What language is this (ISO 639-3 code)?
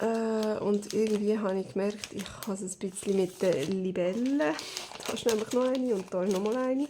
gsw